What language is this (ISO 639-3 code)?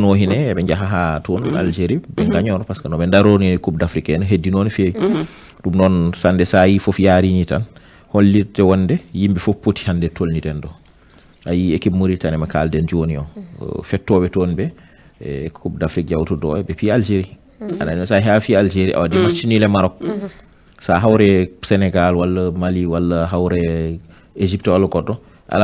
ful